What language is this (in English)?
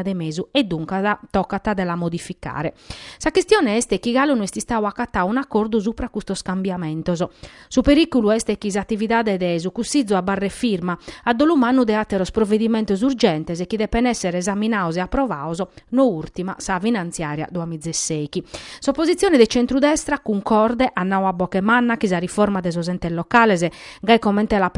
Sardinian